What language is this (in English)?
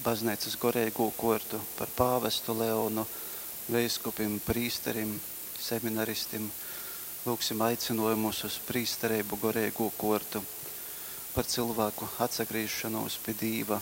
Latgalian